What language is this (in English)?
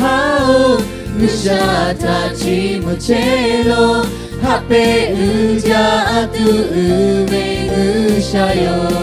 Lahu